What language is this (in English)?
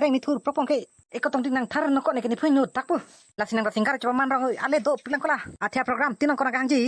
Karbi